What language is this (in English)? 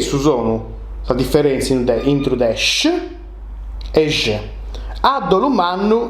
Sardinian